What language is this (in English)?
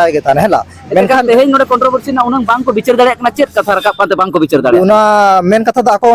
Santali